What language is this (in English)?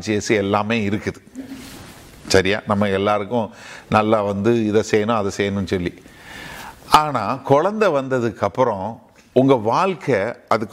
Tamil